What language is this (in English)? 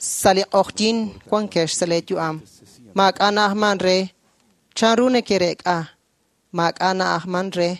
Kekchí